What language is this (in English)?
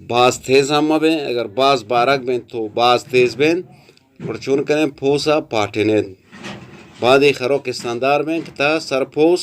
Eastern Balochi